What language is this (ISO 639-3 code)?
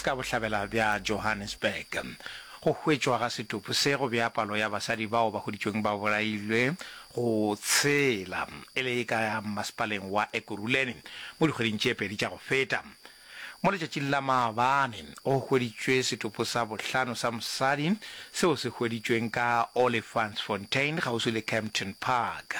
nso